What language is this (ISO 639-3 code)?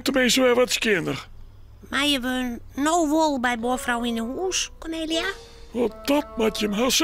fry